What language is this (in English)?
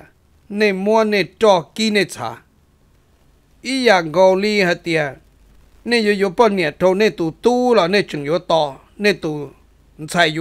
Vietnamese